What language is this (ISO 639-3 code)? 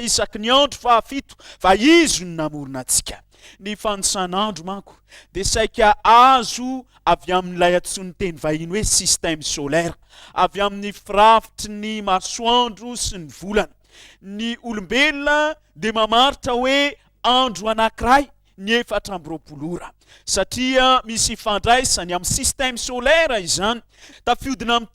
mlg